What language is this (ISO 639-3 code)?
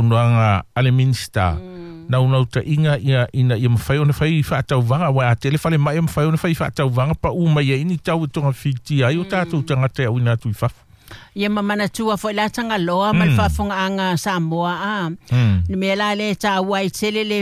smo